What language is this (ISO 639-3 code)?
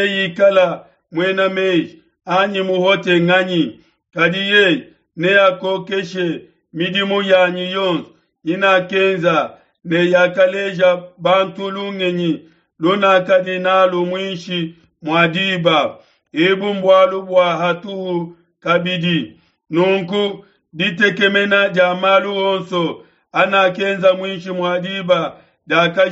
lua